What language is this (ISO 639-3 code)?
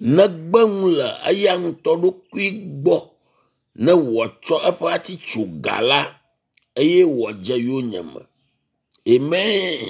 ewe